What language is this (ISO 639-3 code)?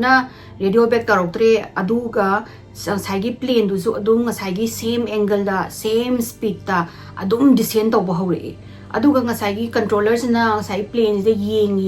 mni